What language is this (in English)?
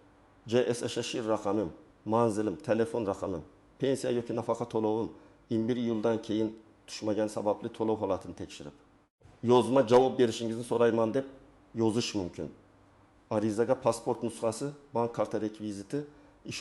Uzbek